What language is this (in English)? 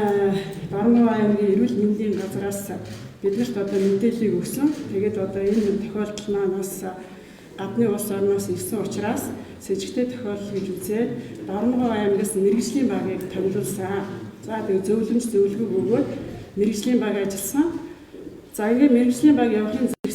Mongolian